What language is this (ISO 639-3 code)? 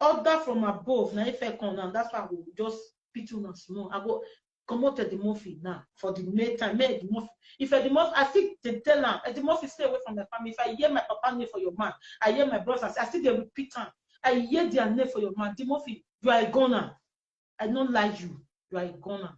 pcm